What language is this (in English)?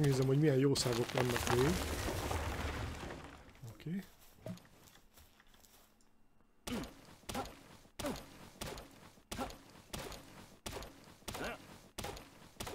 Hungarian